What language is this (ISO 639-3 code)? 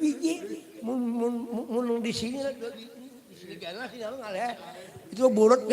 bjn